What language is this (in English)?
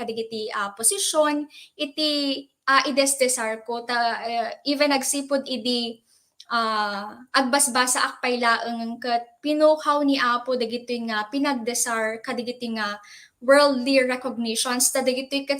Iloko